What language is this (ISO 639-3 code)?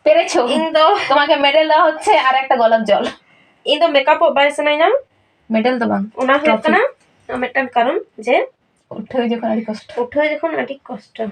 sat